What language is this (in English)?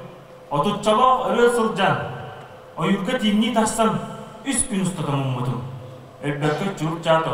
Yakut